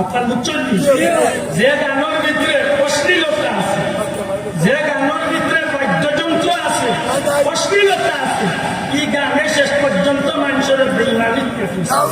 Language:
Sylheti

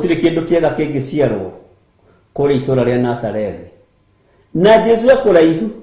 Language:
Kikuyu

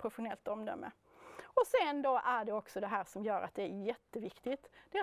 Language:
Swedish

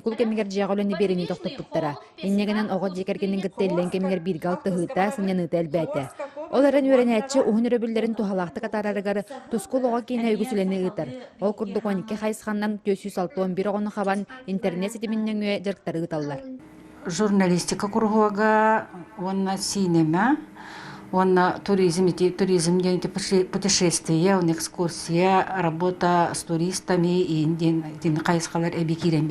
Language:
Yakut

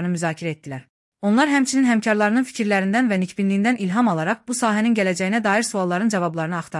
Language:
Azerbaijani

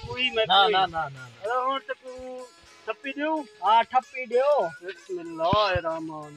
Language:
Saraiki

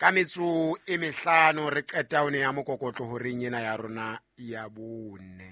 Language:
Southern Sotho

